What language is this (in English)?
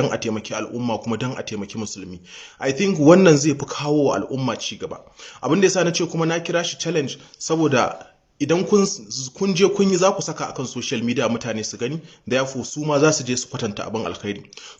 Hausa